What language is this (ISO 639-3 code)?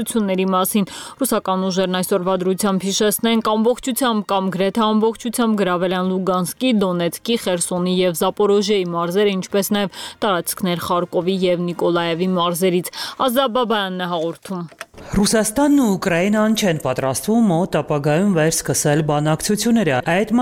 hye